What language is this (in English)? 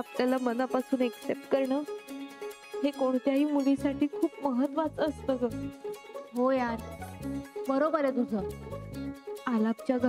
Marathi